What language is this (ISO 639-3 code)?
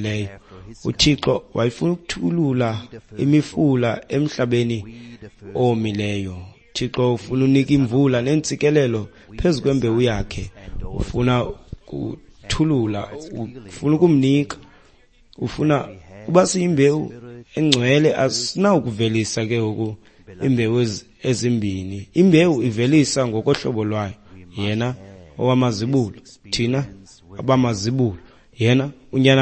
xho